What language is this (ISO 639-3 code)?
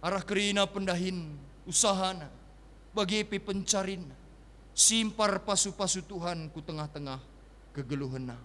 btx